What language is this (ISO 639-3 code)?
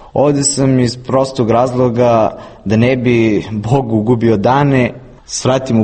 hrv